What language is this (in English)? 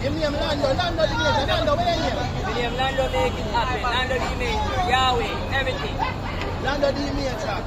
Jamaican Creole English